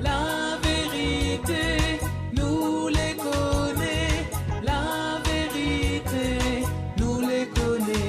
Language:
Morisyen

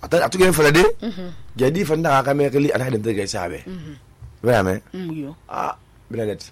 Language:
Susu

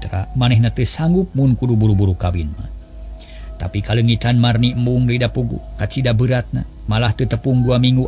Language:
Sundanese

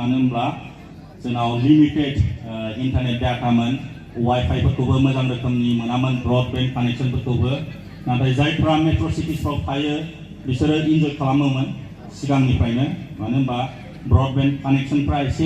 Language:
Bodo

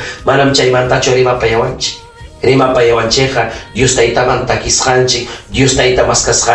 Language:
Ayacucho Quechua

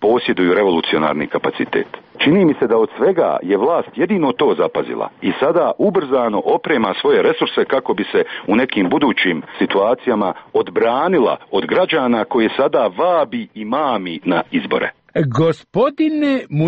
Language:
Serbian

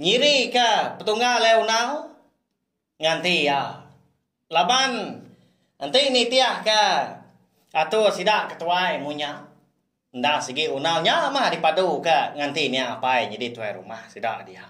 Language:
Iban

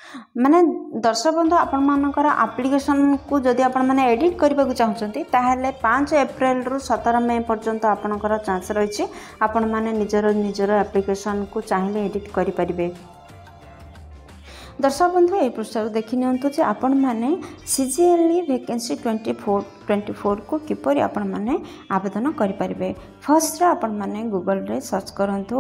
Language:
Odia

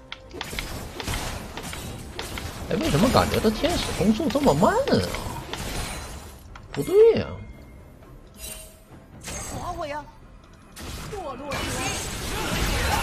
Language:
Chinese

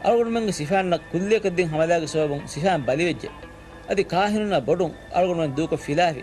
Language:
Divehi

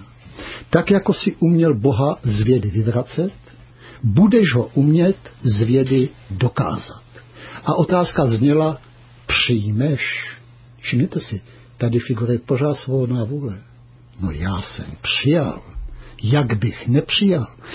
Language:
Czech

